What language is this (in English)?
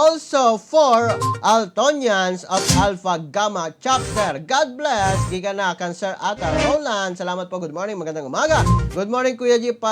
Cebuano